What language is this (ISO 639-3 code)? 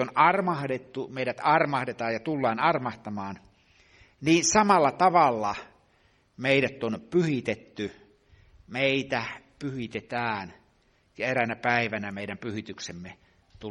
fin